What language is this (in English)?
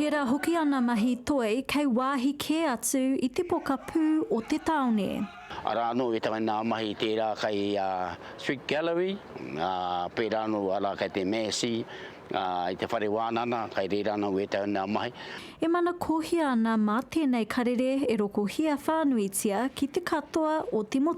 Māori